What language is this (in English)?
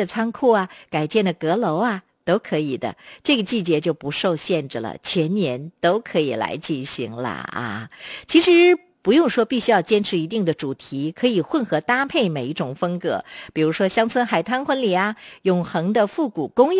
Chinese